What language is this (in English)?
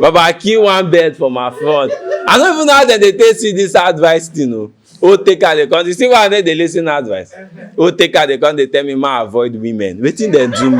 Nigerian Pidgin